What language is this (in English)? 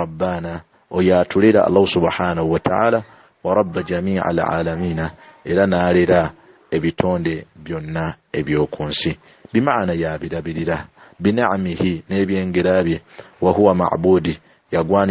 Ganda